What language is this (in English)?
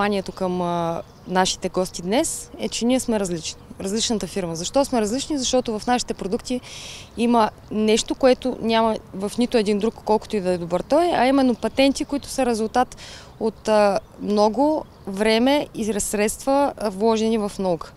Bulgarian